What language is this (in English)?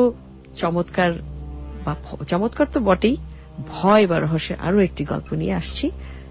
Bangla